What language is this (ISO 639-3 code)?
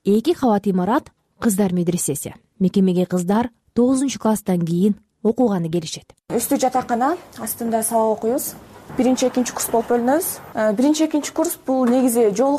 kir